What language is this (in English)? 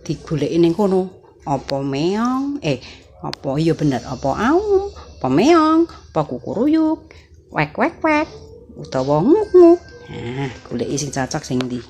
Javanese